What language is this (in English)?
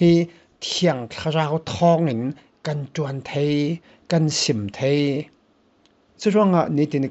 Falam Chin